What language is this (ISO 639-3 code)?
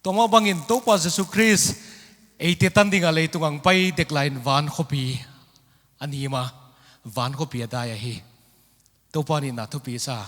pck